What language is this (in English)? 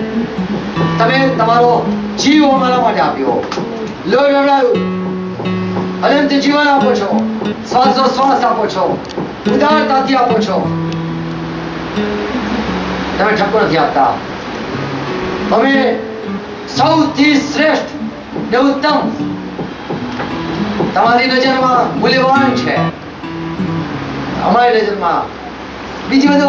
Gujarati